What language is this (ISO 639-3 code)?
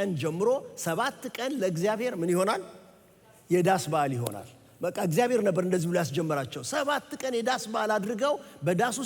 amh